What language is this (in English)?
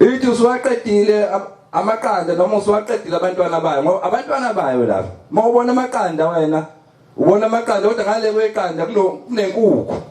Zulu